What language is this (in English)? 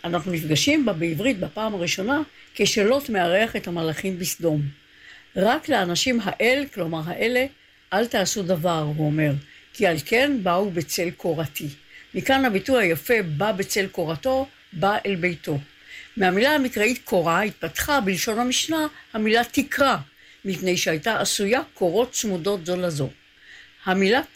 Hebrew